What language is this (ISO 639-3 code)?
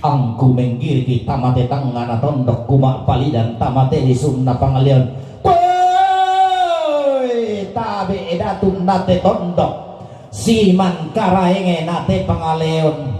sda